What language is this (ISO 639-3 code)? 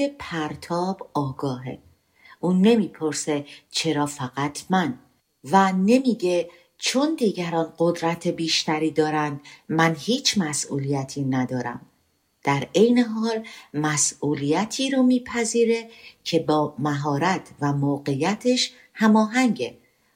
fas